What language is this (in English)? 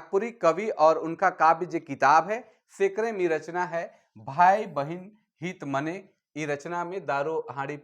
Sadri